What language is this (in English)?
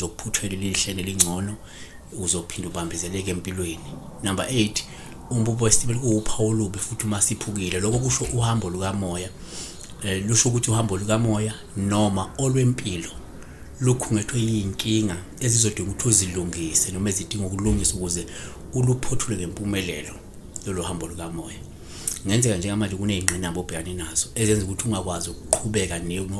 Zulu